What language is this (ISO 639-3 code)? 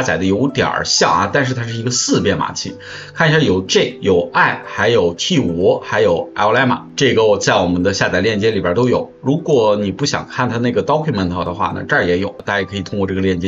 zho